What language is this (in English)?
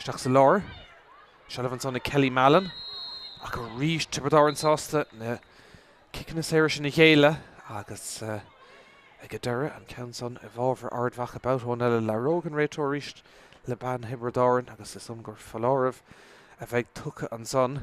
Irish